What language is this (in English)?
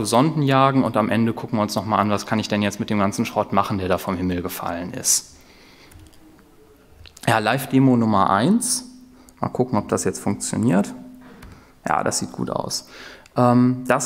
German